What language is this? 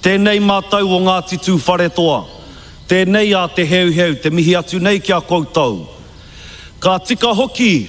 Māori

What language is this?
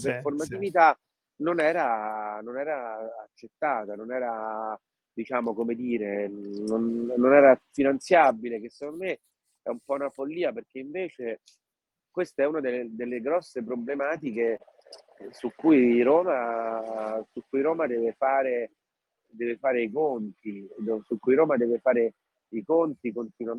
Italian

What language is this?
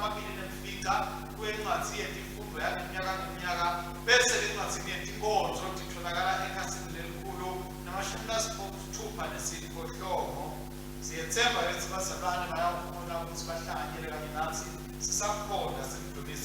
Swati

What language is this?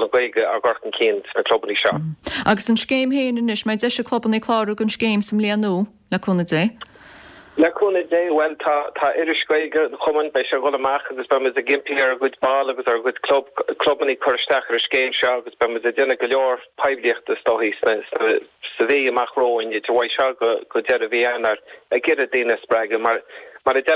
Irish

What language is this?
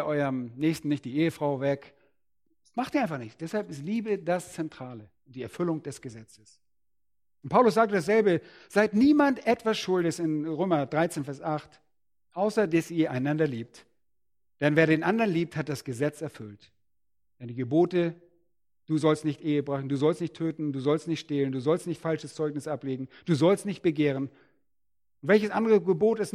German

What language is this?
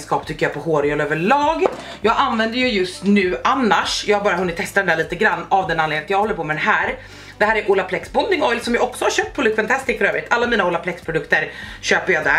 Swedish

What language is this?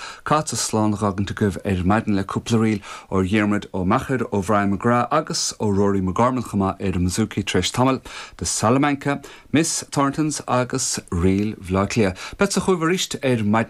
Irish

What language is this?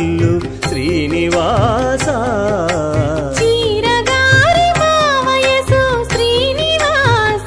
Telugu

